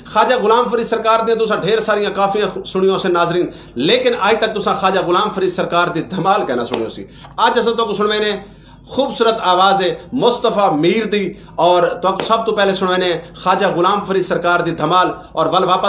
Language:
Saraiki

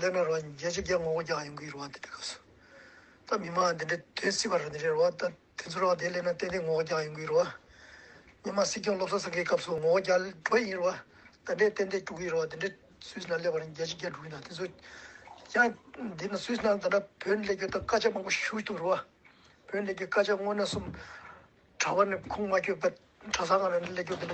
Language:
Tibetan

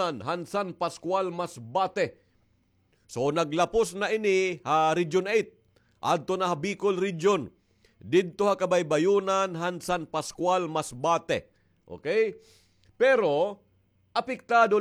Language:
Waray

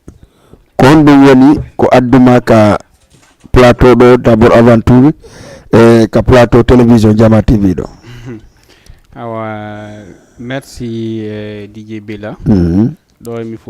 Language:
Fula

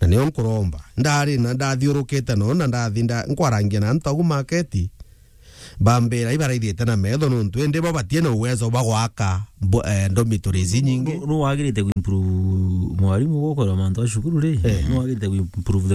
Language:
Meru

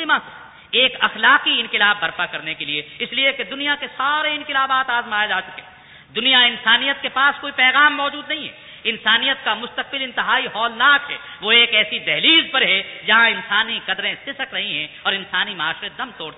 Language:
Urdu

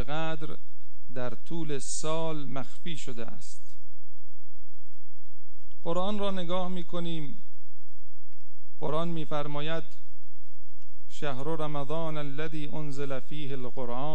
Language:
Persian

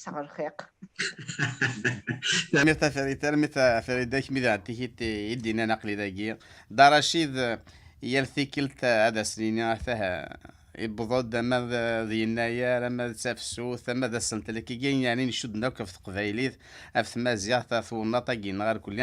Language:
Kabyle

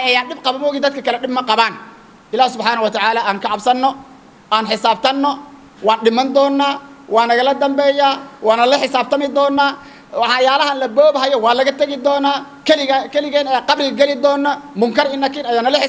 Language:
Somali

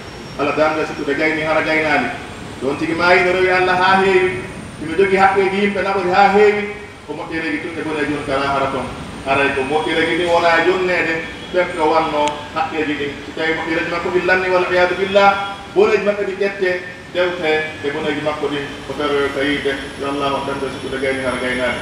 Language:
Pular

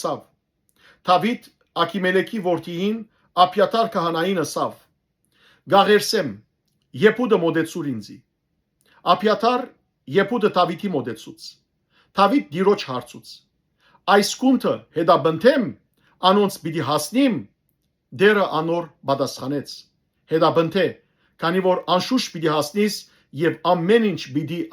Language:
Western Armenian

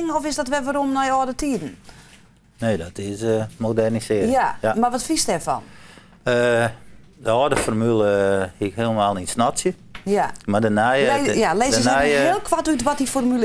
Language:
Western Frisian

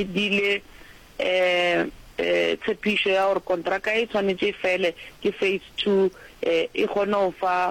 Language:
Northern Sotho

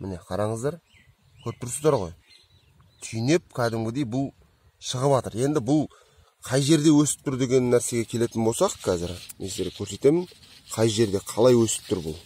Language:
Kazakh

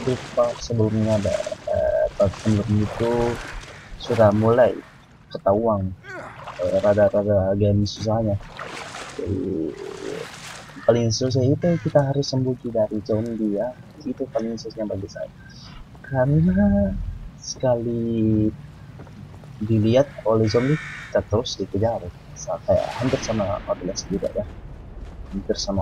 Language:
Indonesian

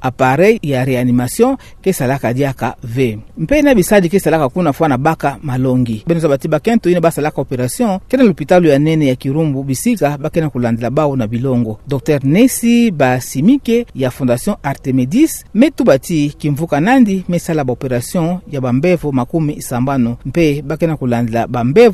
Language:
Kituba (Democratic Republic of Congo)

